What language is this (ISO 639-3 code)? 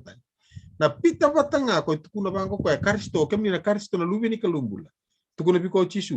fij